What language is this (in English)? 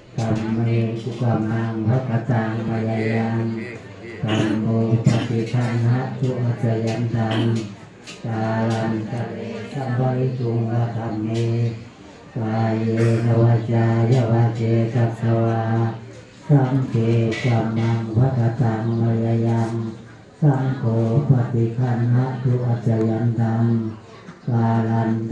Pali